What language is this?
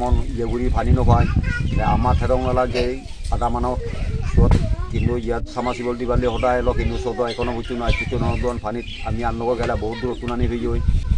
Chakma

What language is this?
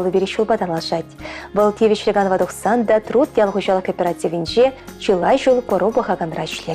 Chuvash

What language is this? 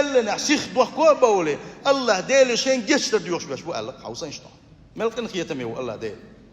Chechen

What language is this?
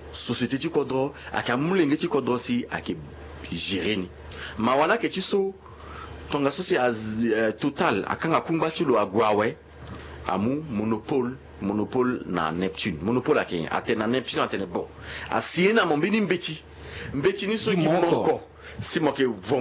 Sango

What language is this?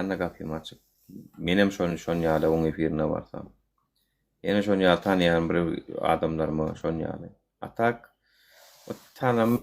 Turkmen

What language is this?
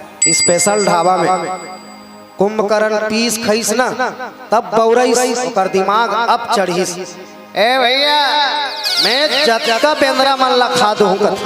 Chhattisgarhi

